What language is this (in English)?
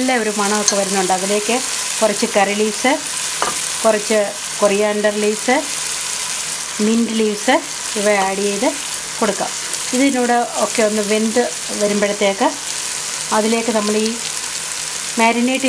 Malayalam